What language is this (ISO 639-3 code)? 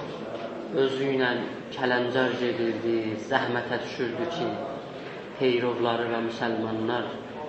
azb